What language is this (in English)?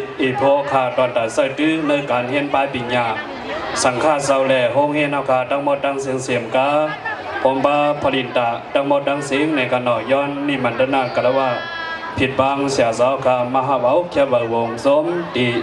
Shan